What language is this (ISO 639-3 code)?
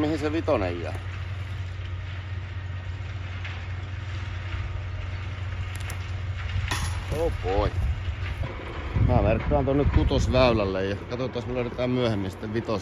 fin